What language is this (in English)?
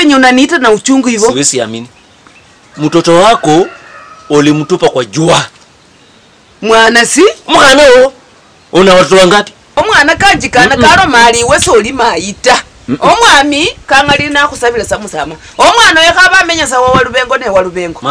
Swahili